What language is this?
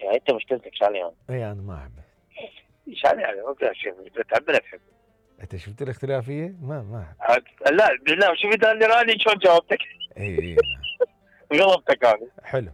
Mesopotamian Arabic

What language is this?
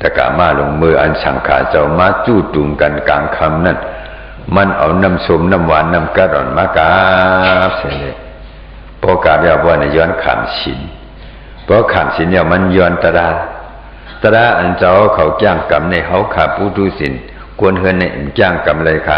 Shan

